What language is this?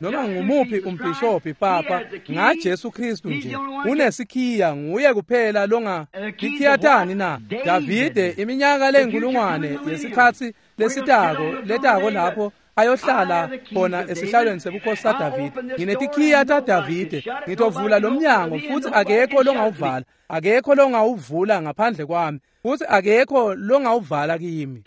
Swati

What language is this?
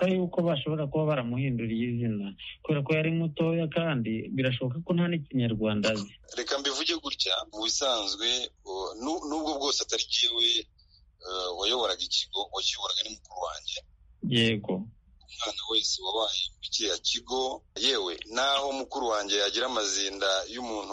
Kinyarwanda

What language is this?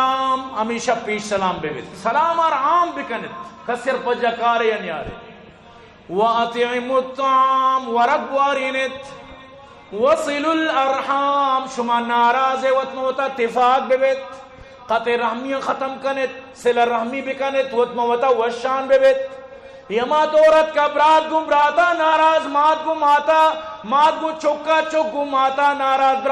Eastern Balochi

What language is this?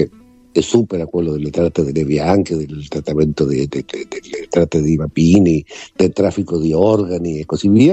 Italian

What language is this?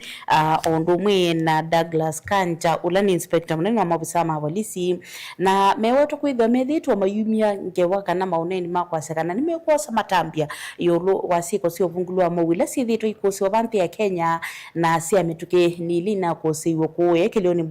Kamba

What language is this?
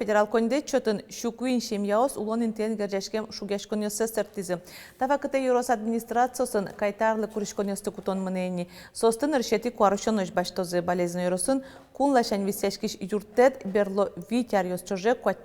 Udmurt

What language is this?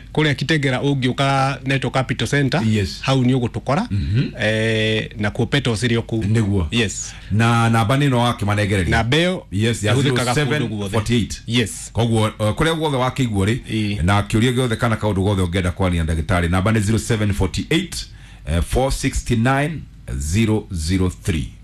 Kikuyu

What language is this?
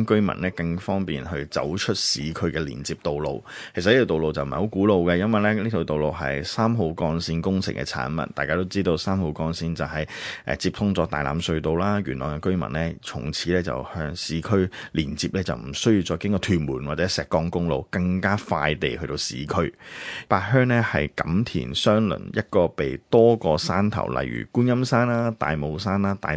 Cantonese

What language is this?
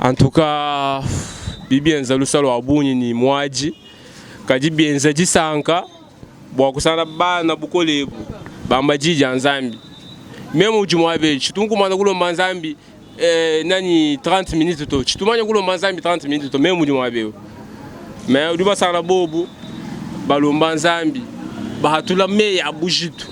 Luba-Lulua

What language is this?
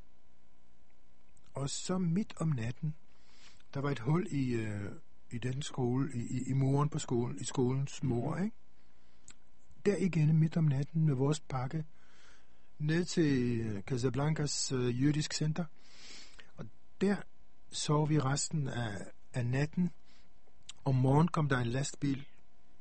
Danish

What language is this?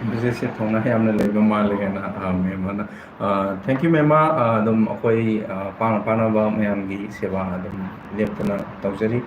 Manipuri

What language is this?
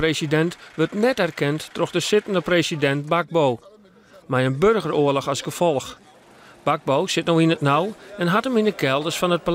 Western Frisian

